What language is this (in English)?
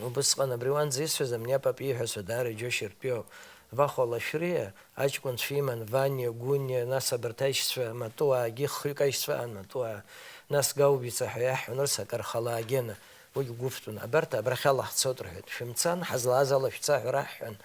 Abkhazian